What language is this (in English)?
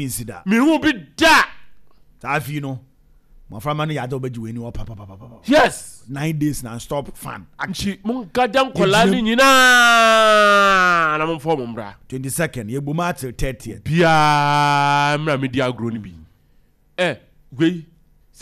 Akan